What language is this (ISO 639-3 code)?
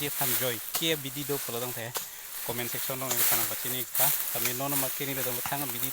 mjw